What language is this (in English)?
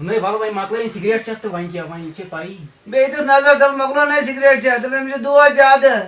Kashmiri